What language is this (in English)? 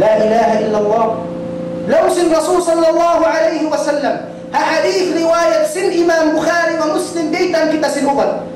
Tausug